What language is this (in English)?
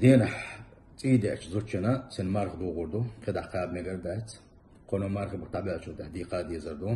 Chechen